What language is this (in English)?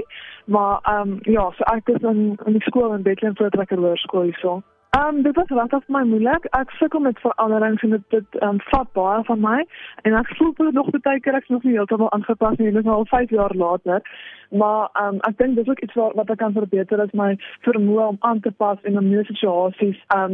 Afrikaans